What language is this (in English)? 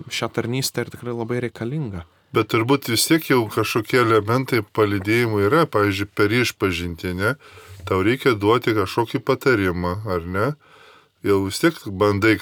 Lithuanian